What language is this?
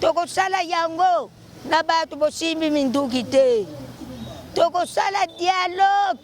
Lingala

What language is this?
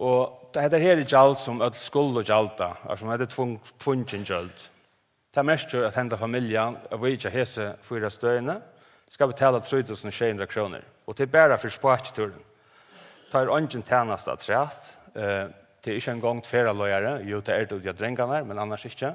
Faroese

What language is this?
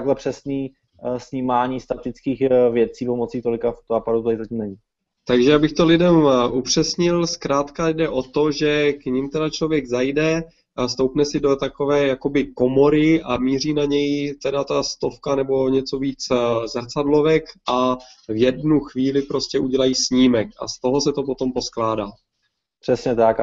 Czech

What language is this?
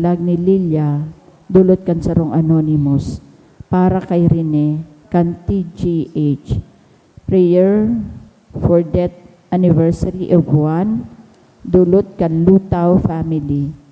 Bikol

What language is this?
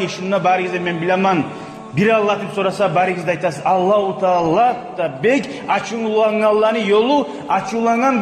Kumyk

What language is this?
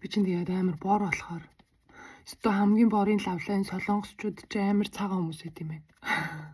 Mongolian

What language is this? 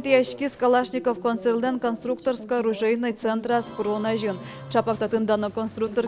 Udmurt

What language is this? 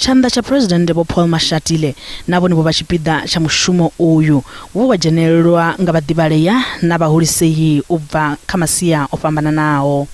Venda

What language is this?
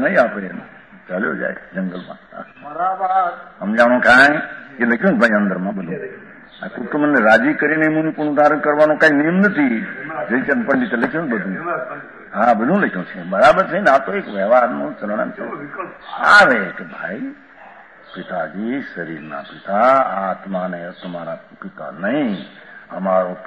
Gujarati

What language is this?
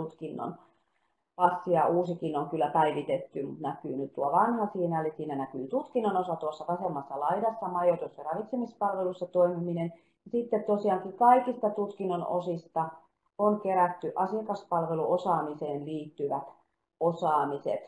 Finnish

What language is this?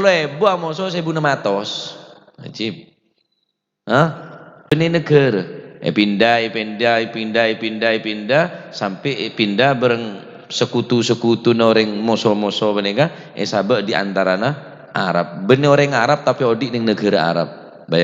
Madurese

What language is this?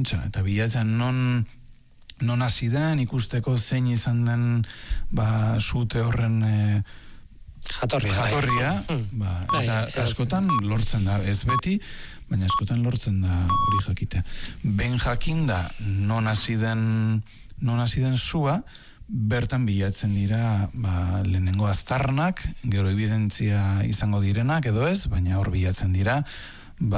Basque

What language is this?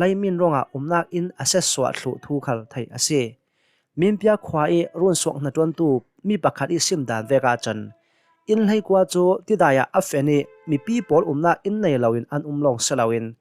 Hakha Chin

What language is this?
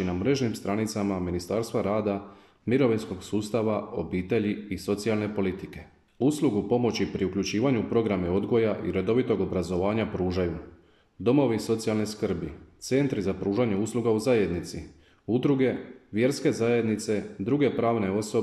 Croatian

